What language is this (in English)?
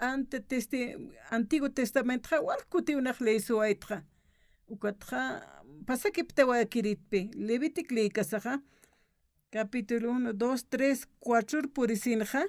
Aymara